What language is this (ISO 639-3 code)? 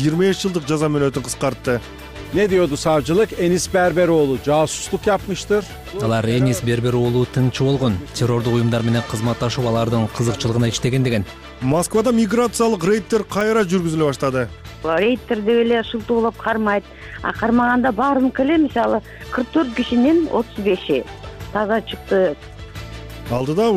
kir